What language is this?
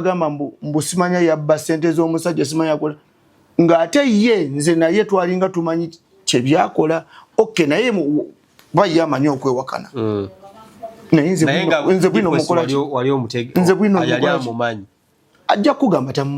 Ganda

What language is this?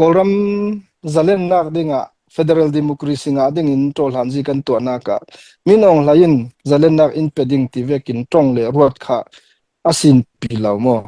Hakha Chin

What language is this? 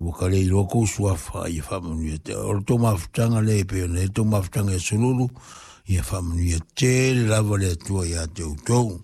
Samoan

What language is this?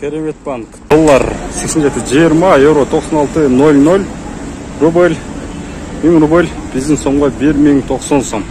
Kyrgyz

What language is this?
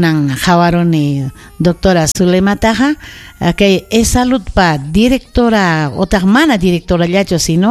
Ayacucho Quechua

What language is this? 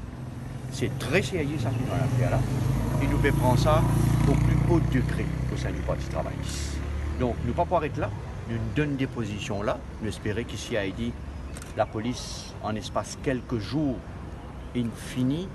Morisyen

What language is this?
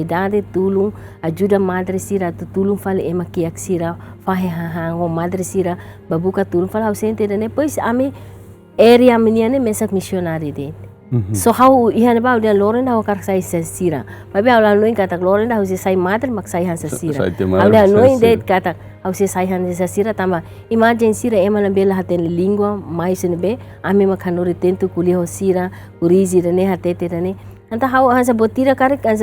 Tetum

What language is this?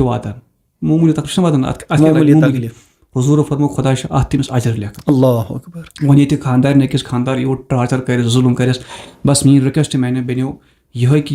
Kashmiri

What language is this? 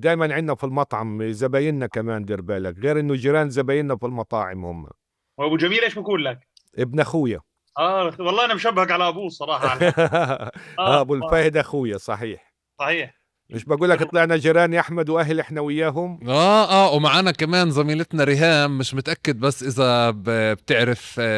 North Levantine Arabic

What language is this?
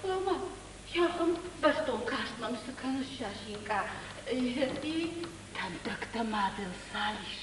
Ossetic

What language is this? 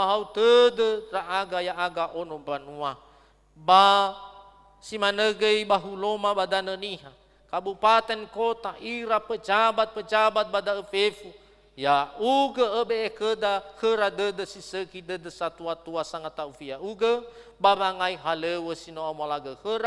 Nias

